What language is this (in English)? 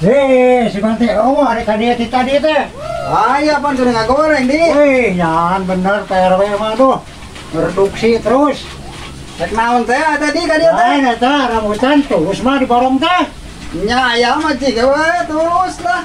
Sundanese